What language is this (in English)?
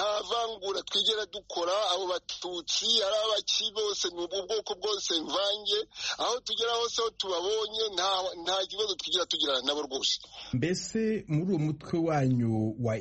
Kinyarwanda